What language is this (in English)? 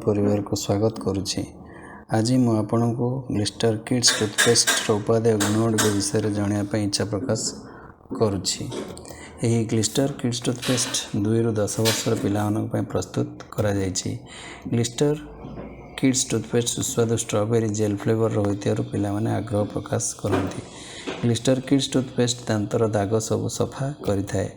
Odia